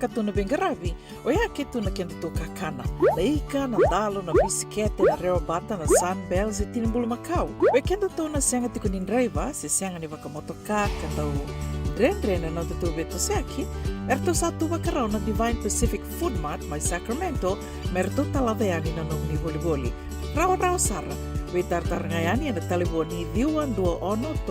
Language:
Fijian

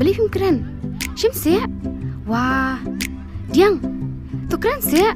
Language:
Khasi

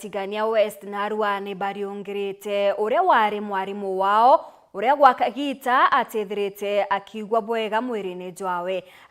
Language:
Meru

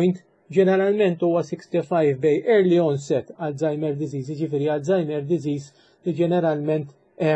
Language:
Maltese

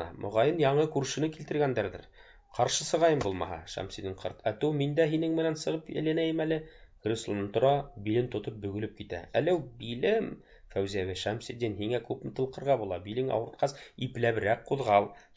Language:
Bashkir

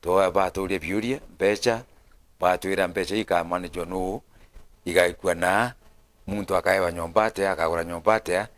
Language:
Meru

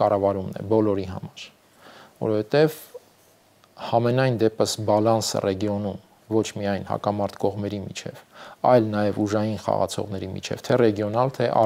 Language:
Armenian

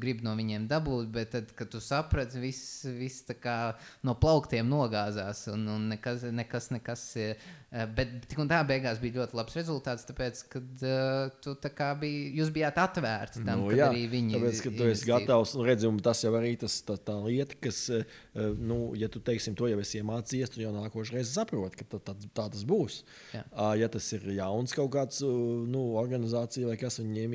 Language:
Latvian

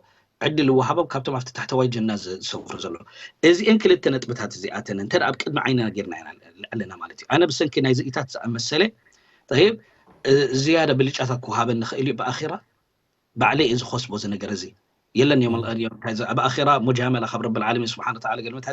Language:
Tigrinya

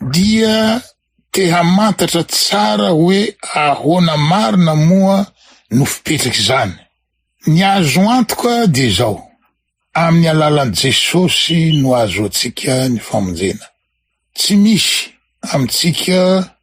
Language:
Malagasy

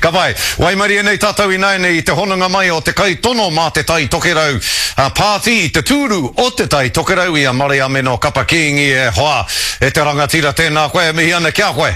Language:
Māori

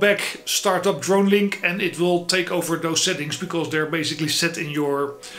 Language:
English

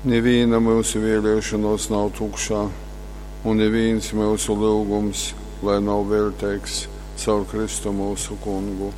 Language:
Latgalian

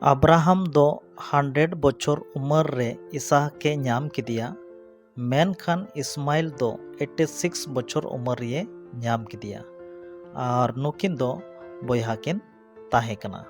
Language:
Santali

